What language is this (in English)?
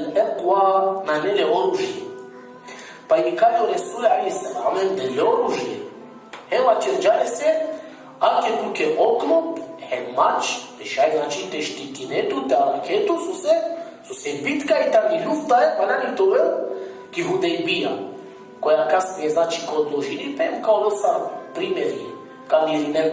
Balkan Romani